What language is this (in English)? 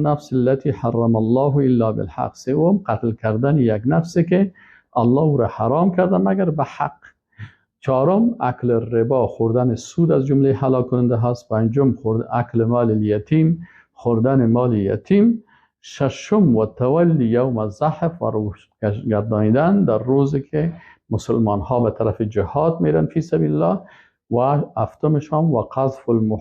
Persian